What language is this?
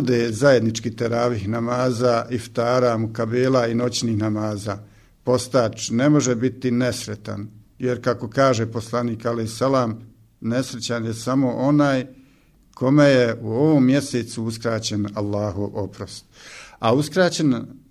Bosnian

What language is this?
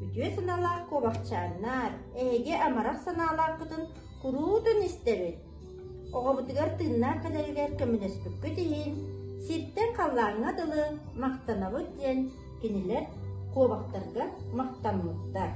Yakut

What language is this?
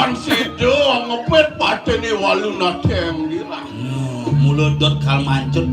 Balinese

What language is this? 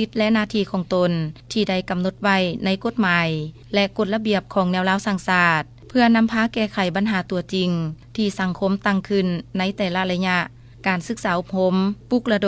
Lao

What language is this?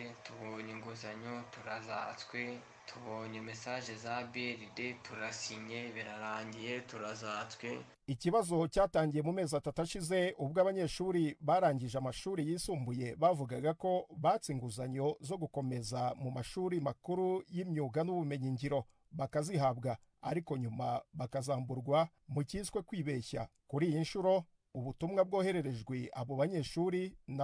Kinyarwanda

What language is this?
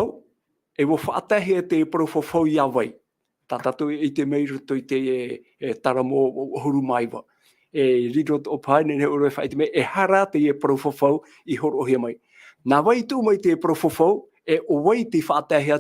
Tahitian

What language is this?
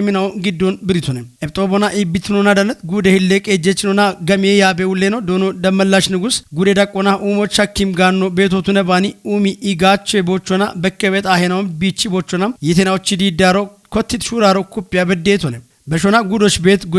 Kafa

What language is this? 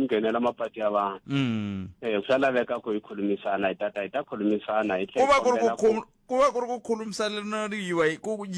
Tsonga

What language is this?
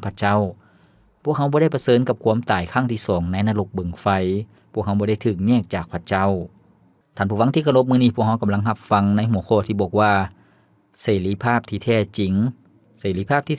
Lao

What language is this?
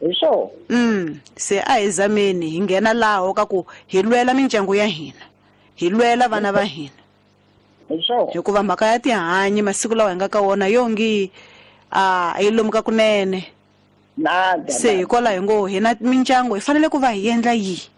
Tsonga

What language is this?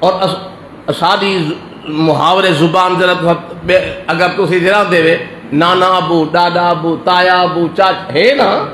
Saraiki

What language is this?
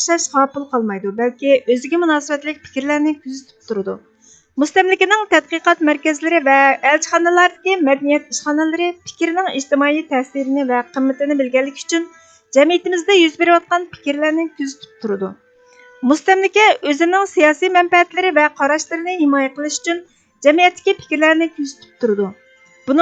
Uyghur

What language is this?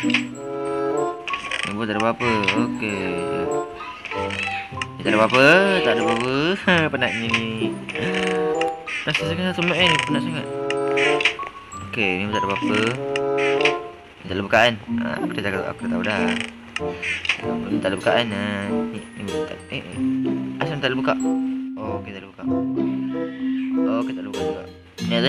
Malay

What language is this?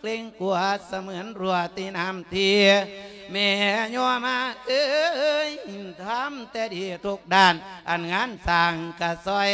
Lao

